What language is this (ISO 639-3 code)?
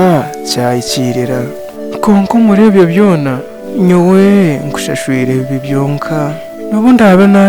nyn